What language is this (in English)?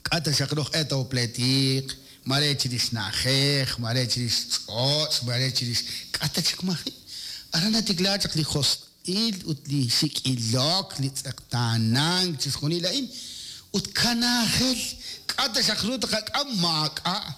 Kekchí